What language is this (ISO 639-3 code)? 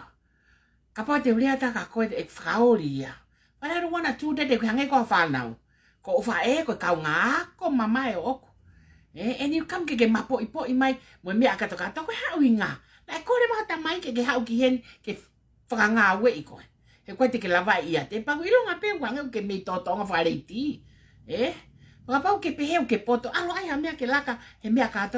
ton